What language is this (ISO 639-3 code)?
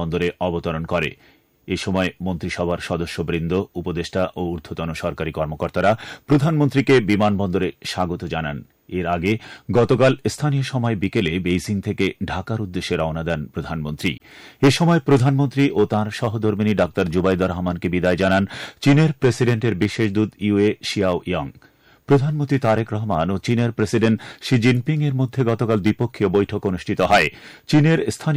ben